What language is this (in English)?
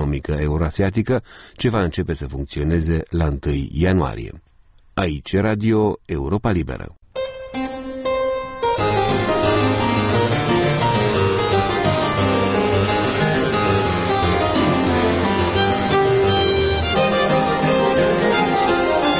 Romanian